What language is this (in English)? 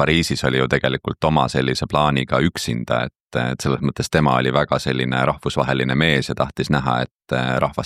Estonian